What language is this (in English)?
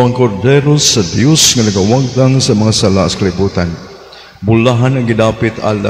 Cebuano